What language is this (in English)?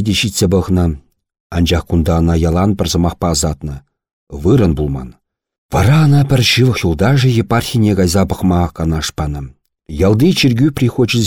Chuvash